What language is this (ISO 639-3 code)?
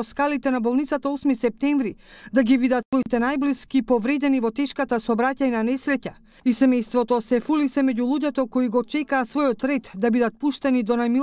mkd